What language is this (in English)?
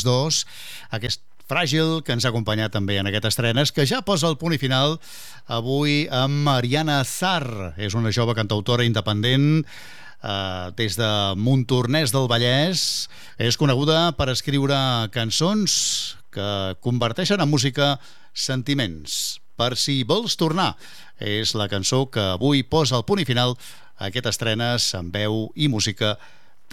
Catalan